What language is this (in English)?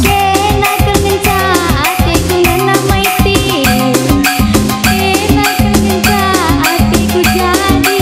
Batak Karo